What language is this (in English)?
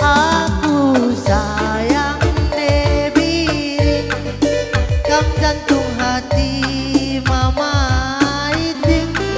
Batak Karo